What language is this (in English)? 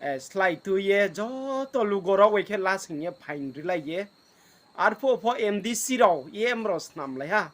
Riang (India)